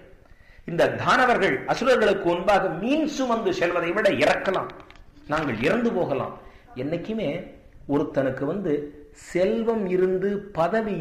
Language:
Tamil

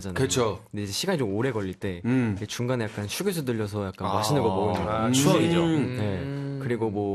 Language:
Korean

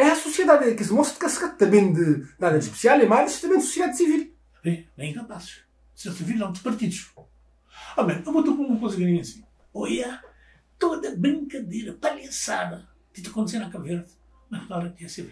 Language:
Kabuverdianu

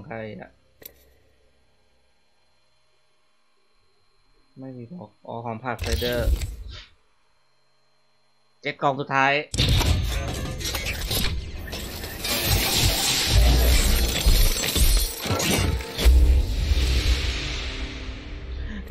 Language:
Thai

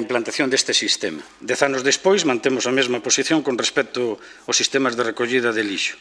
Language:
Galician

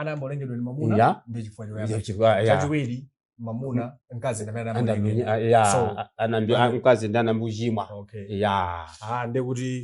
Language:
Nyanja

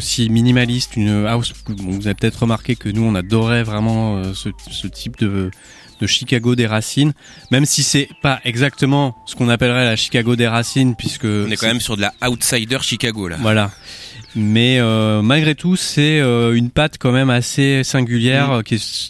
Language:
French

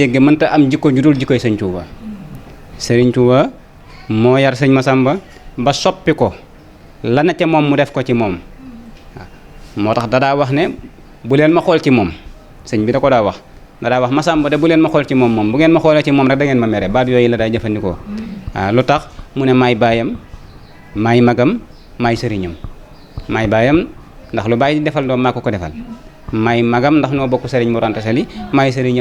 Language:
Wolof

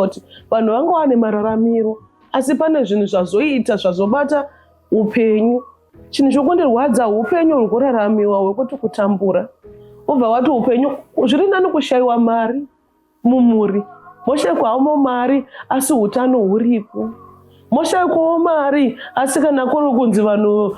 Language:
Shona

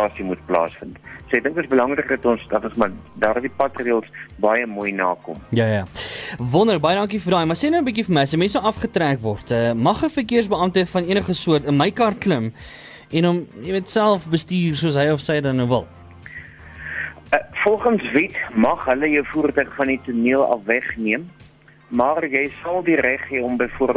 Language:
Afrikaans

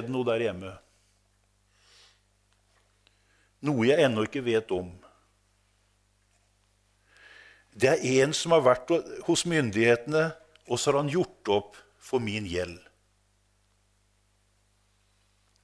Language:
Norwegian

